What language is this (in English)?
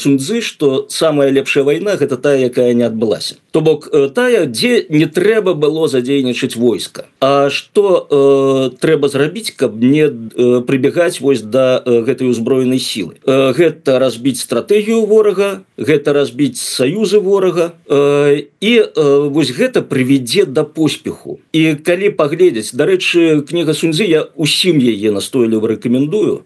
Belarusian